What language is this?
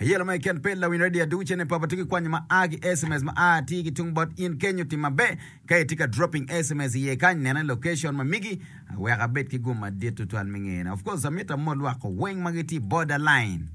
Acoli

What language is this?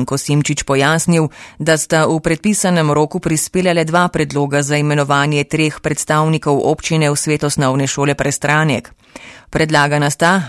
Slovenian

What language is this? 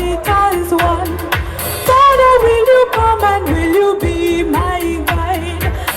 Jamaican Creole English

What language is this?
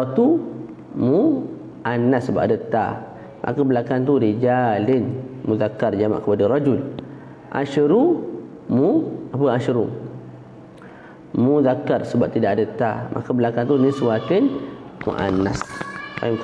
Malay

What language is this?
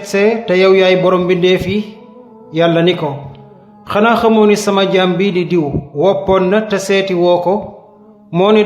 Wolof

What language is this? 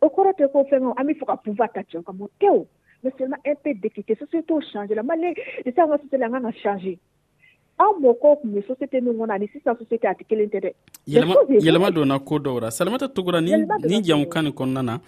Dyula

